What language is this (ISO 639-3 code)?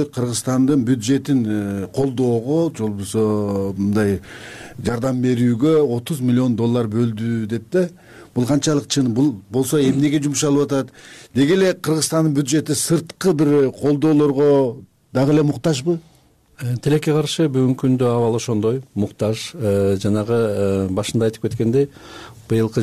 kir